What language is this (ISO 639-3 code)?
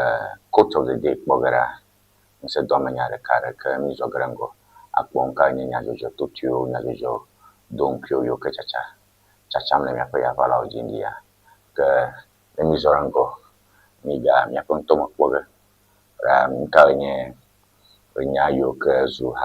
ewe